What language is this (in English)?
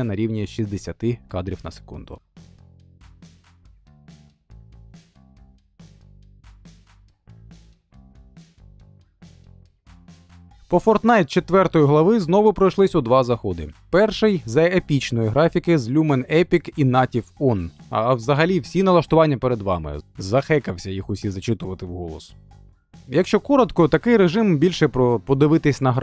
Ukrainian